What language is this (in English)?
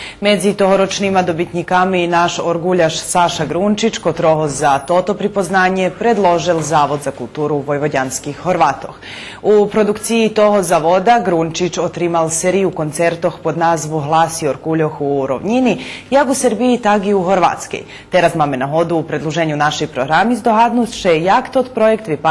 Rusyn